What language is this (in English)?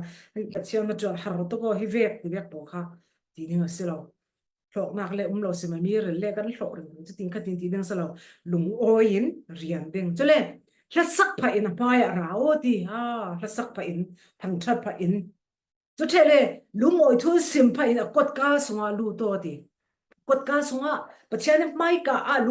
Falam Chin